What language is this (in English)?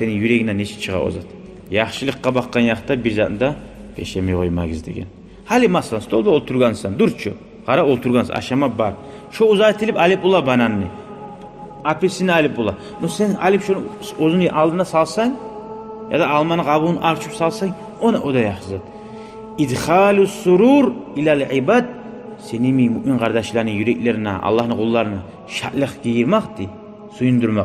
Kumyk